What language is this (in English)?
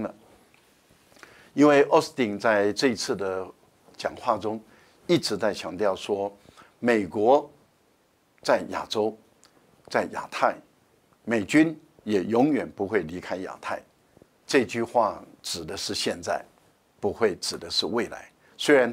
Chinese